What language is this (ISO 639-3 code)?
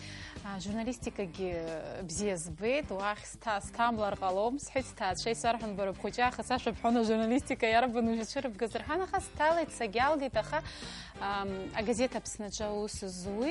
abk